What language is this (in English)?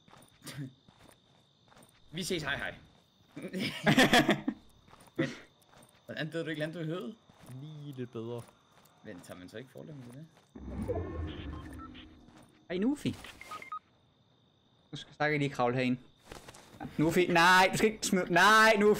Danish